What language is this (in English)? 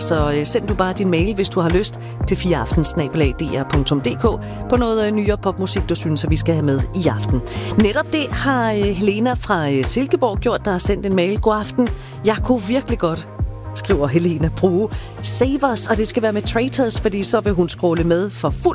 Danish